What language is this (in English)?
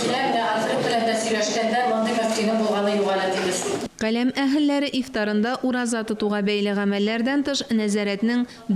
Tatar